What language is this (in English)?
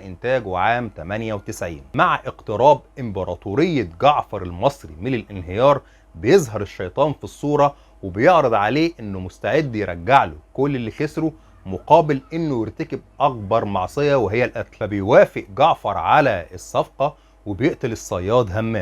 Egyptian Arabic